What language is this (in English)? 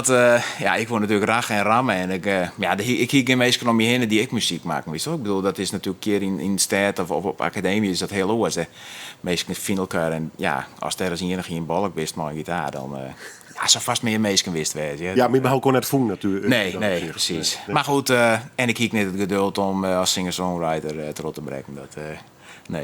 Western Frisian